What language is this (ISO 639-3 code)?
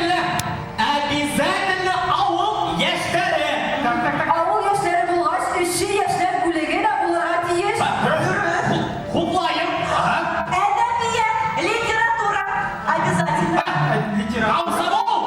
bak